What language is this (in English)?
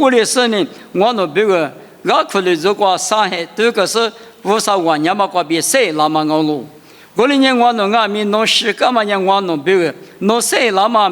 Lisu